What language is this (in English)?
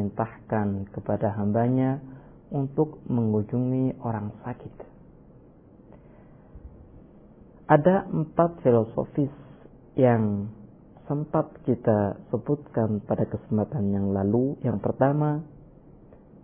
Indonesian